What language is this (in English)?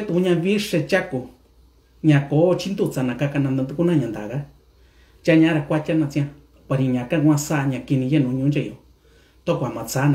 Mixtepec Mixtec